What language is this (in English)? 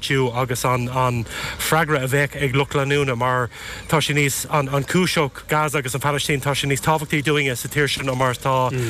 Irish